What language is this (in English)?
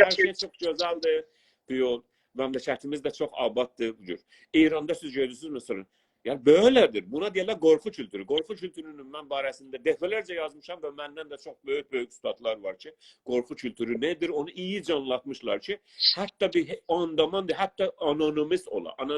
South Azerbaijani